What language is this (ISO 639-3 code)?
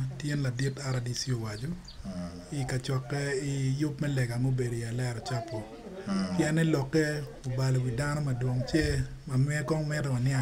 ach